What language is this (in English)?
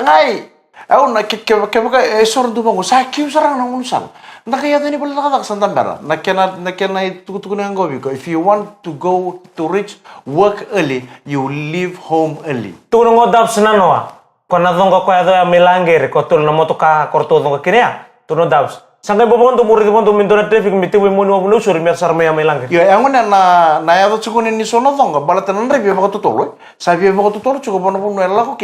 Fijian